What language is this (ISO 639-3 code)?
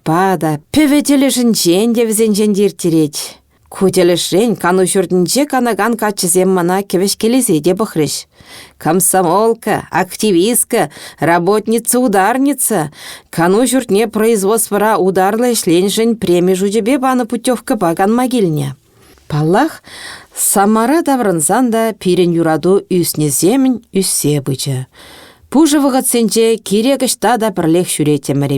chv